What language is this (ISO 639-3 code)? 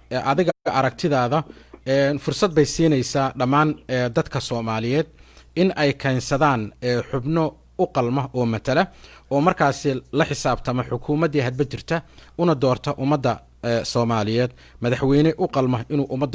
som